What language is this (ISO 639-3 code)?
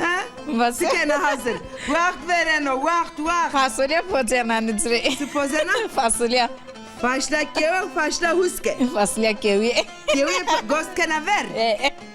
zza